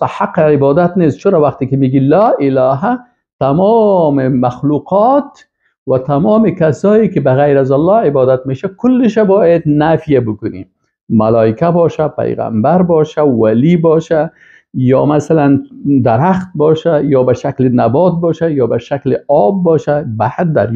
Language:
Persian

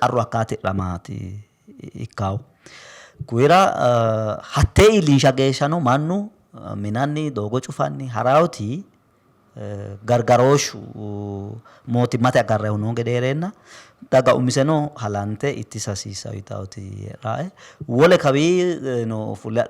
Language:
Sidamo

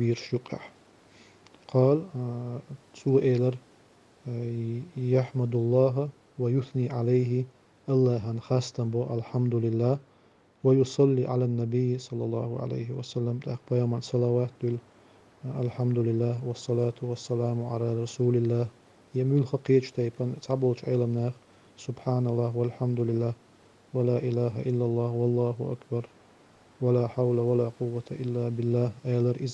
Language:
Chechen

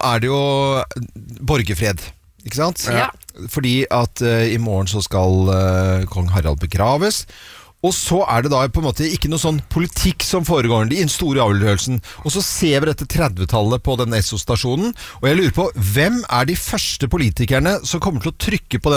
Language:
Norwegian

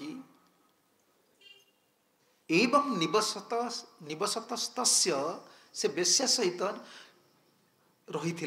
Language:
Odia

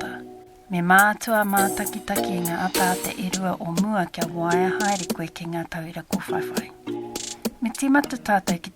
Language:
Māori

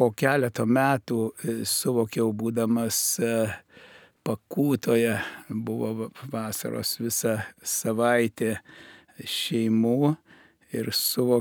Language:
Lithuanian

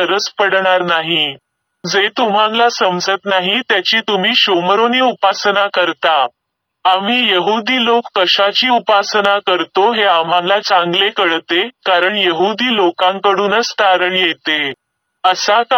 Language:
Marathi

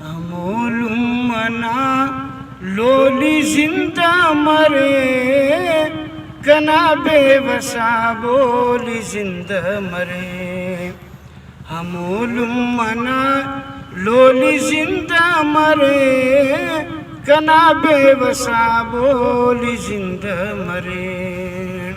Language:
Brahui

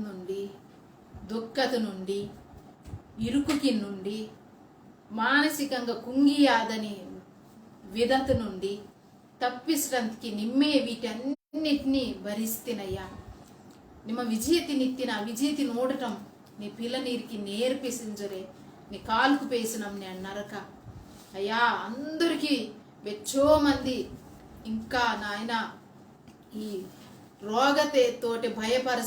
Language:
Koya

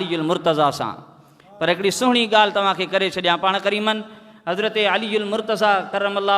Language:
Sindhi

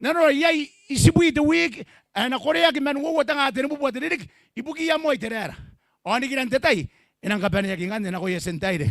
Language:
Gilbertese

